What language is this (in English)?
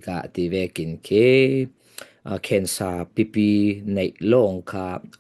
Falam Chin